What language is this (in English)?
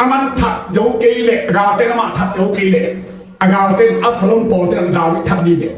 Tedim Chin